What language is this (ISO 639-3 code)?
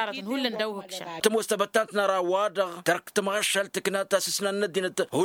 taq